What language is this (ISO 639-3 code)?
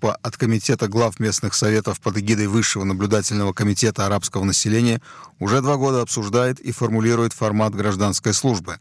rus